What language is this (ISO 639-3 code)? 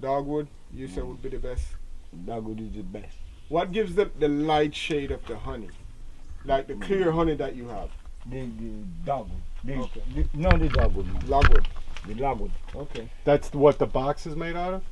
jam